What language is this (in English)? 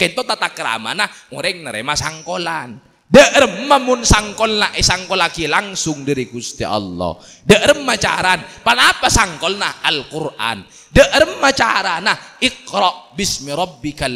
Madurese